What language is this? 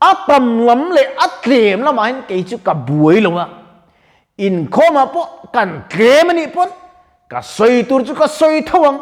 Mizo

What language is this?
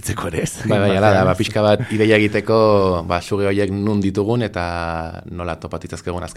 Basque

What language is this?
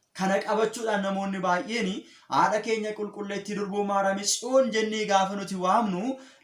Oromo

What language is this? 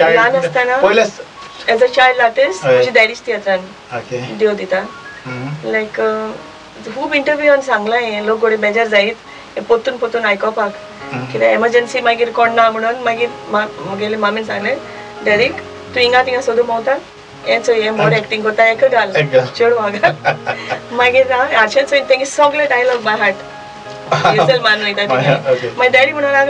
Konkani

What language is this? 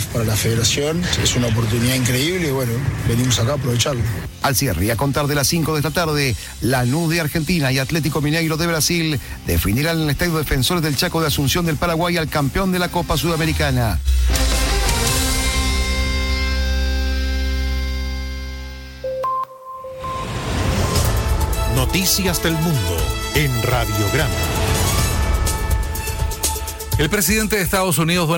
Spanish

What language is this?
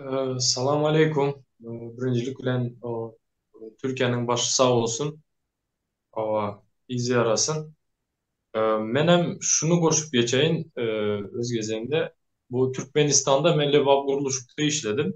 Turkmen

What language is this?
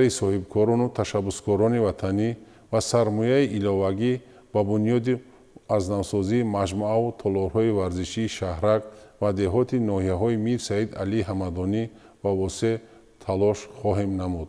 Tajik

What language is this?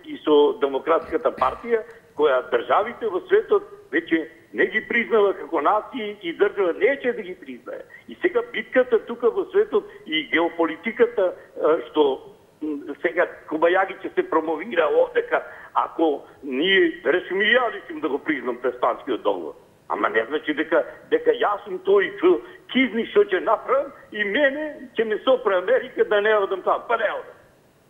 Macedonian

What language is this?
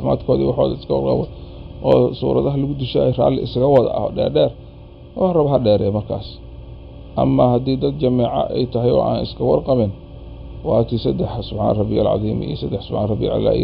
Somali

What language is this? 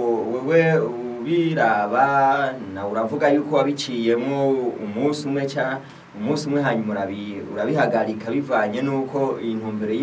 Rundi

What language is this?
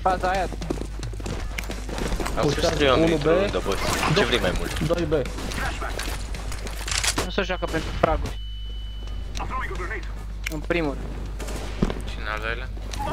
Romanian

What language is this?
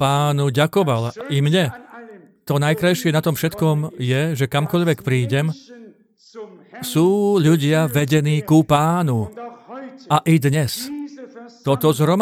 Slovak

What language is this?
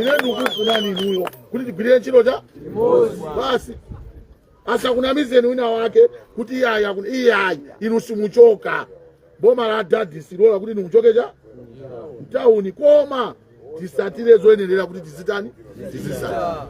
Nyanja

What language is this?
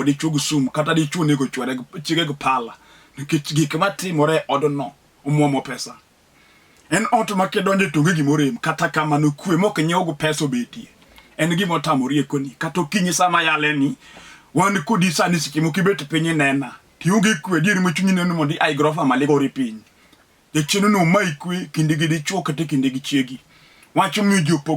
Luo (Kenya and Tanzania)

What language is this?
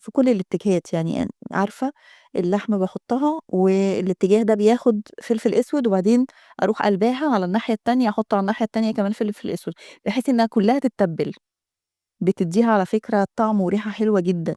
Egyptian Arabic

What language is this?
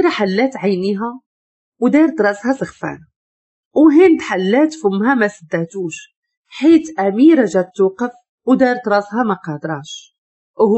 Moroccan Arabic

